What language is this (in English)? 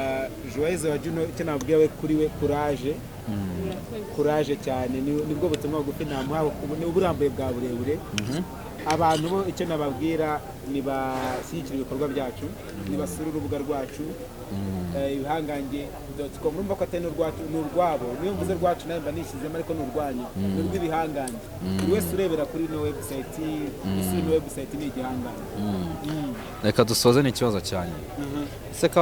Kinyarwanda